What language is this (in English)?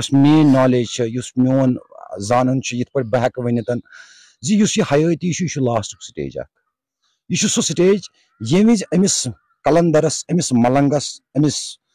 Kashmiri